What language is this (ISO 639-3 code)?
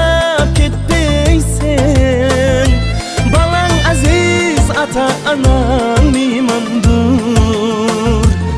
kaa